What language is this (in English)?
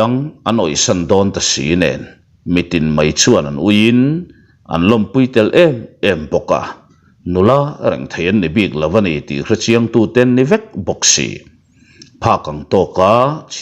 Mizo